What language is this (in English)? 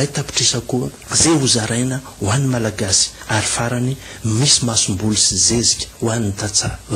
Malagasy